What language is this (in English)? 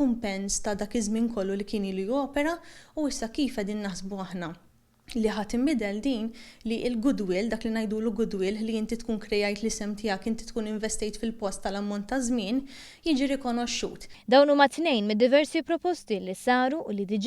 Maltese